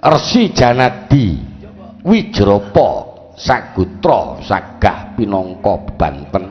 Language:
Javanese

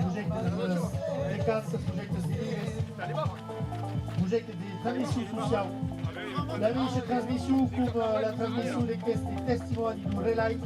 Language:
Occitan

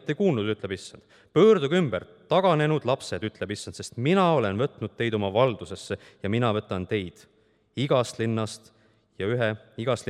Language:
Estonian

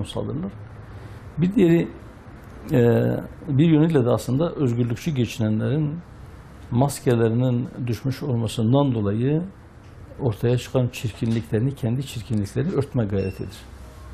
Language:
Turkish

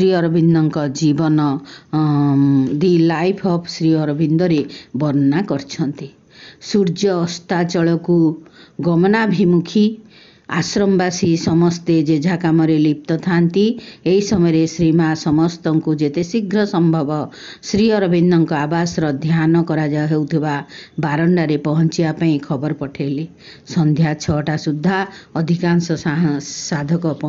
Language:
Odia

